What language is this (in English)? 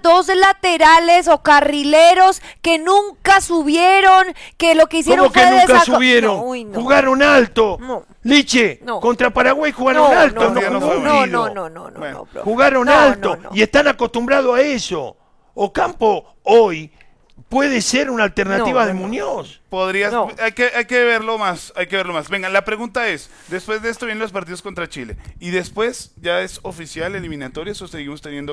Spanish